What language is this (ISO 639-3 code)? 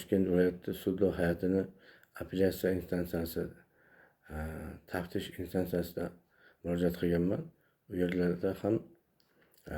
uzb